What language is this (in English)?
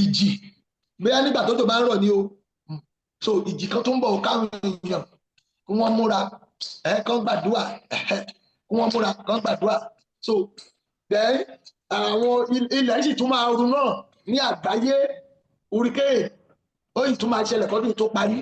Yoruba